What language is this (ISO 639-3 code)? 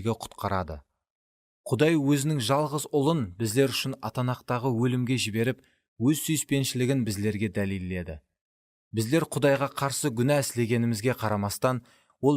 kaa